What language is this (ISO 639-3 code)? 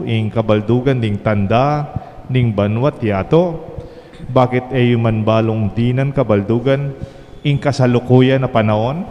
pam